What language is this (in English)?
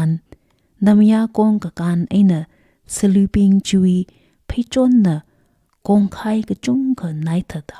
Tangkhul Naga (India)